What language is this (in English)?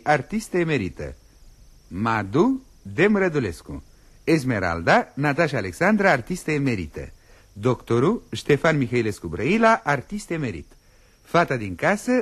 Romanian